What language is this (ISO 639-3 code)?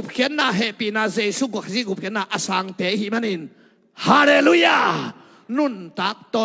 ctd